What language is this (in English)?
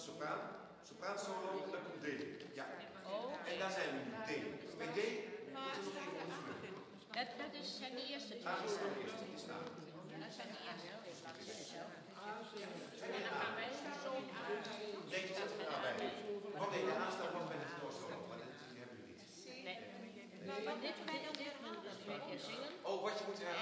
Dutch